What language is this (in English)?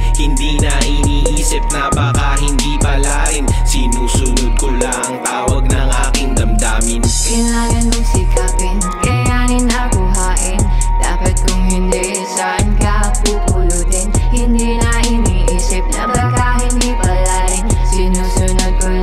Filipino